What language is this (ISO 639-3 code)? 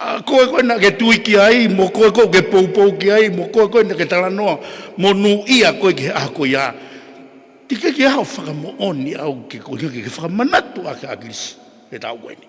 ton